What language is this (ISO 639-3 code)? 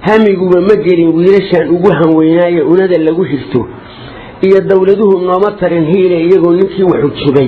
som